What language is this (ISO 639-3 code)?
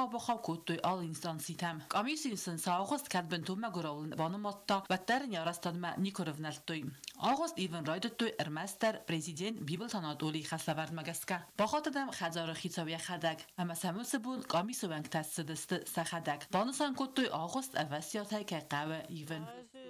oss